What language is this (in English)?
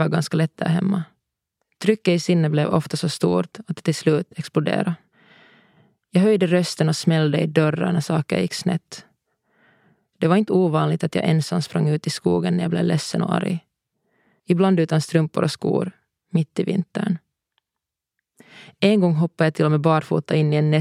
Swedish